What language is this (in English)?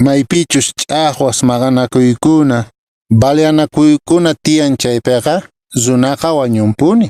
Quechua